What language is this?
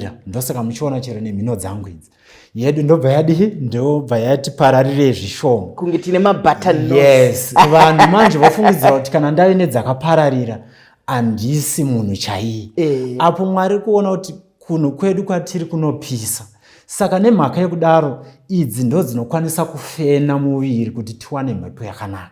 Shona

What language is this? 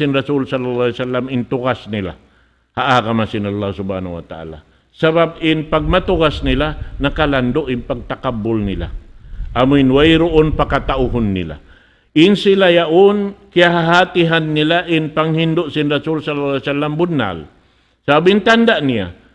Tausug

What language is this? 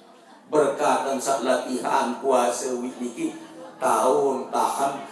Sasak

